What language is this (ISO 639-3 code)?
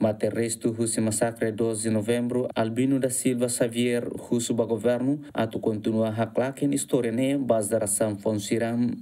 tet